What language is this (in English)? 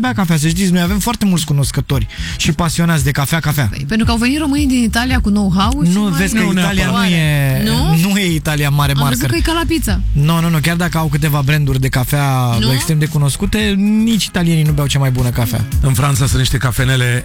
Romanian